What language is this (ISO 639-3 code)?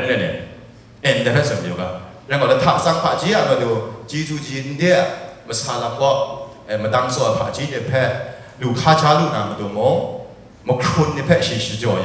kac